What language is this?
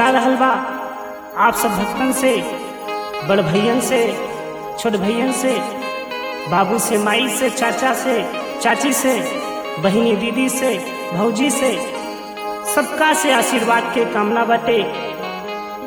Bhojpuri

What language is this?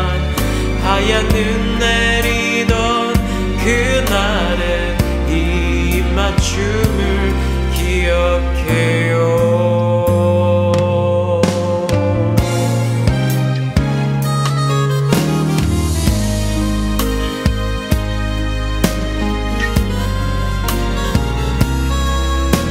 Korean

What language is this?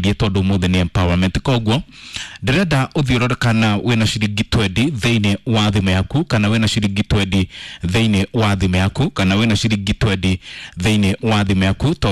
Kikuyu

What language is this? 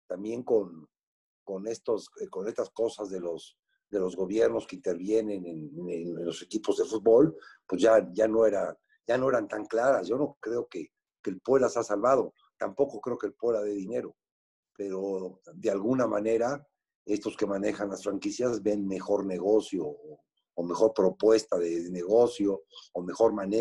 Spanish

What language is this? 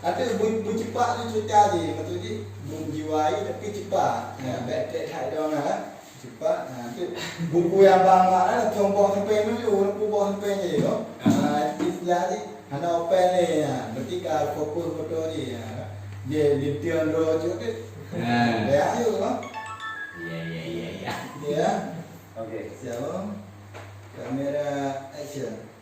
Achinese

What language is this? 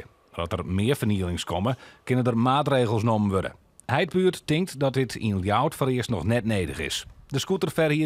Western Frisian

